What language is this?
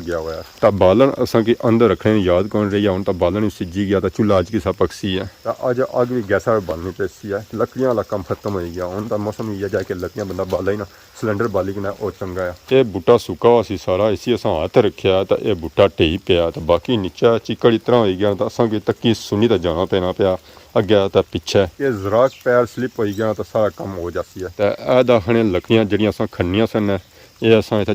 Pahari-Potwari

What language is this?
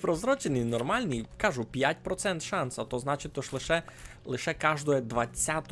Rusyn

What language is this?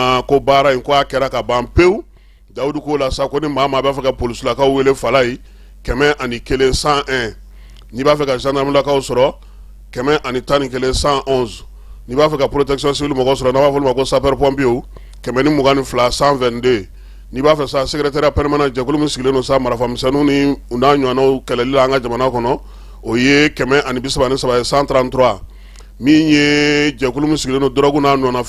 Bambara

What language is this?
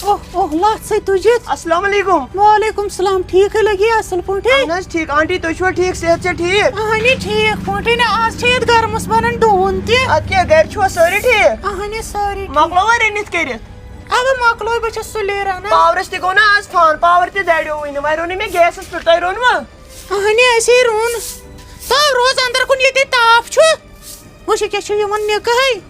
Kashmiri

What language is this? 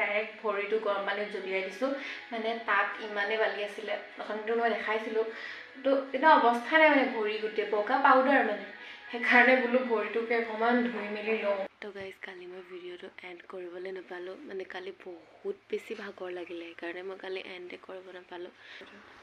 Assamese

